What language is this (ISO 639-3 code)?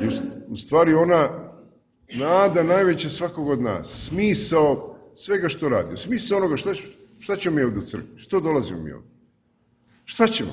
srp